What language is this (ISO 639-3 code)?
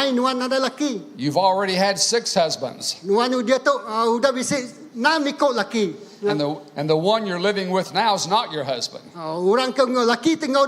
iba